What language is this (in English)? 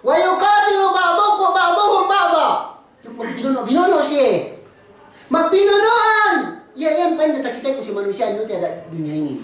Yakan